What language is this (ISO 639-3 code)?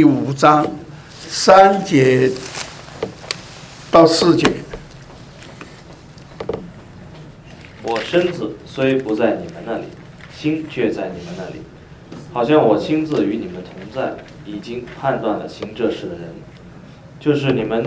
zho